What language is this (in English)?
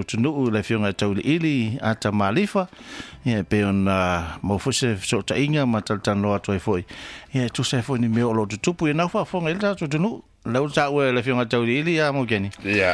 Samoan